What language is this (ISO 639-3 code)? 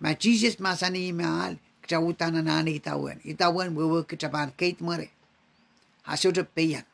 pon